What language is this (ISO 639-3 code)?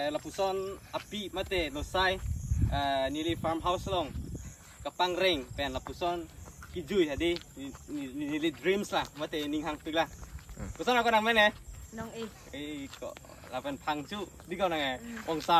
mjw